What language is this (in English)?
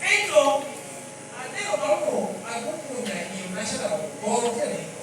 Lango (Uganda)